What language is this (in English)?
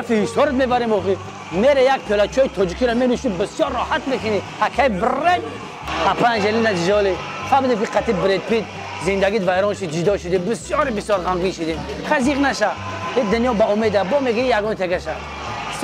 Tajik